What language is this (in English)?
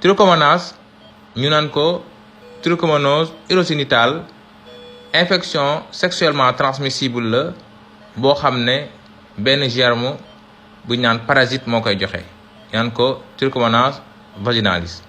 Wolof